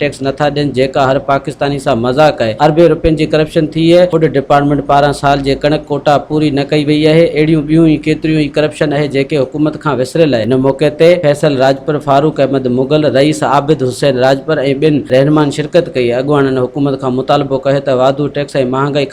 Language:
Sindhi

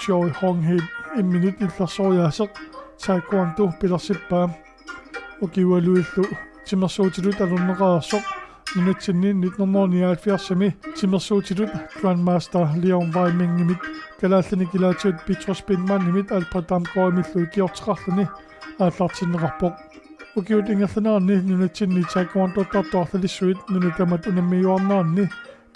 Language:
Kalaallisut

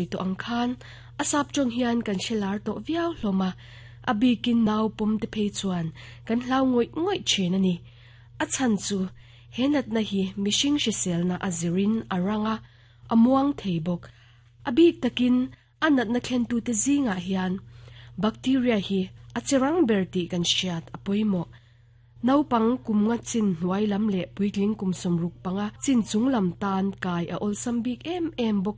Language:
Mizo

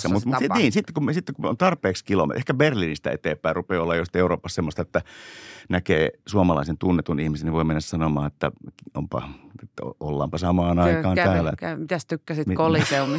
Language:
Finnish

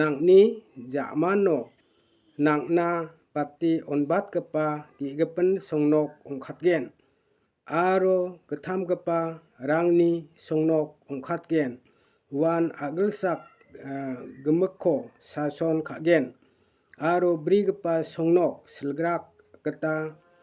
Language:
Garo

